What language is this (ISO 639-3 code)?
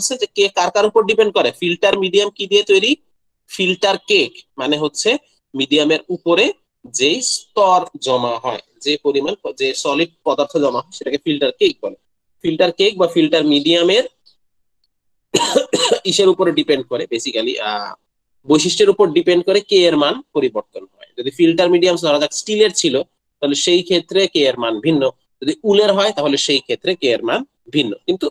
ben